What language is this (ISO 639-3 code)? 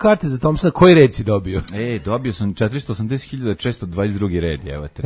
srp